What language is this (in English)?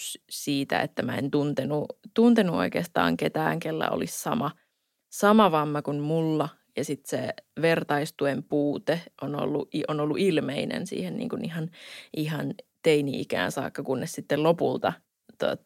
Finnish